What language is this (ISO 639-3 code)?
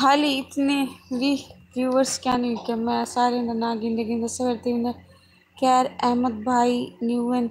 skr